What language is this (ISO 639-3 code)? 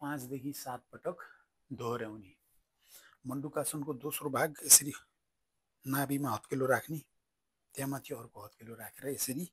nep